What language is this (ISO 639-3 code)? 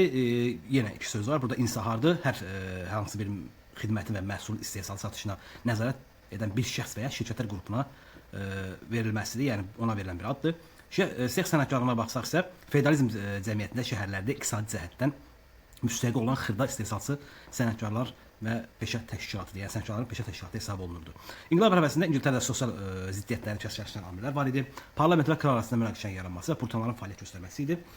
aze